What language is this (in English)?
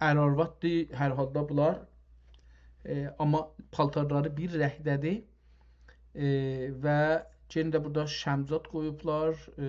South Azerbaijani